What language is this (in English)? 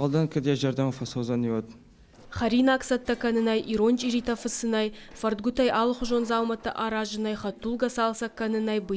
Ossetic